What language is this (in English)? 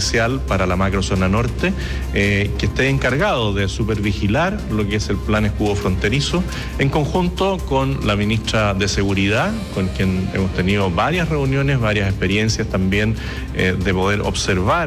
Spanish